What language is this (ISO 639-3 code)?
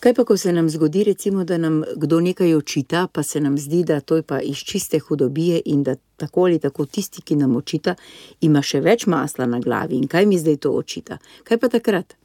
slv